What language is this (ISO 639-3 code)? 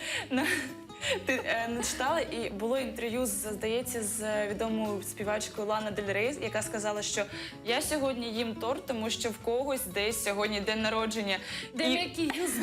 crh